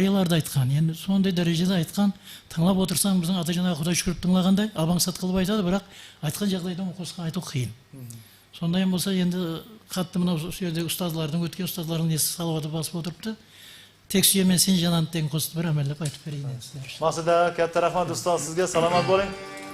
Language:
Kara-Kalpak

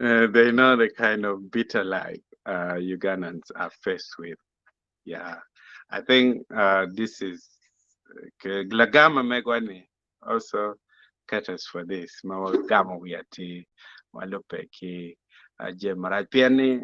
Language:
Acoli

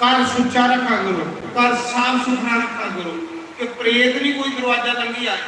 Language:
Dogri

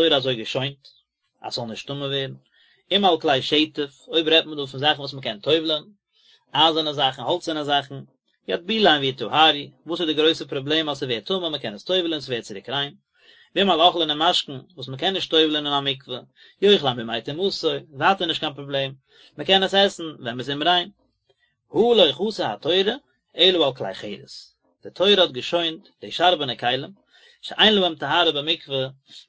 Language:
Yiddish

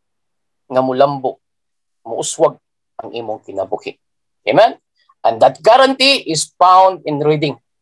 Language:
Cebuano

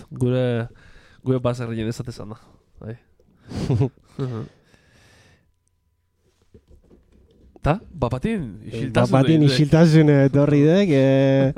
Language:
Basque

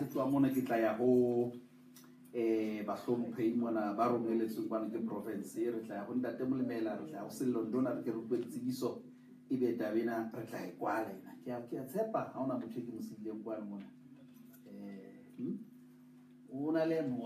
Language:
Southern Sotho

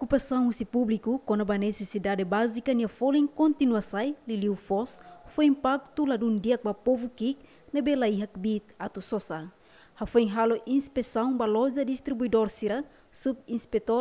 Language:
Tetum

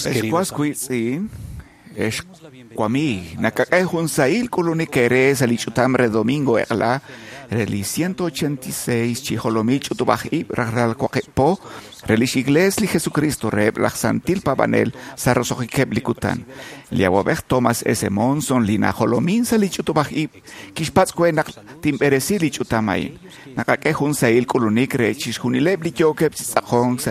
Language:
Kekchí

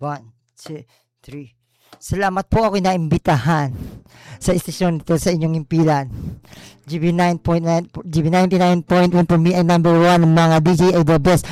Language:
Filipino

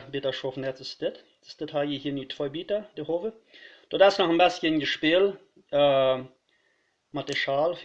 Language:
Plautdietsch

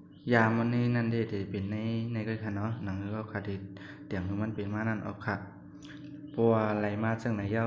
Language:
Shan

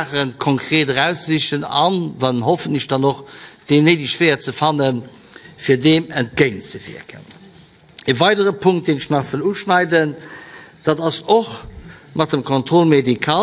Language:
Luxembourgish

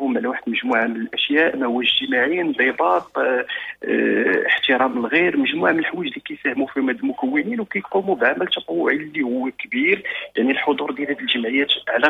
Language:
Moroccan Arabic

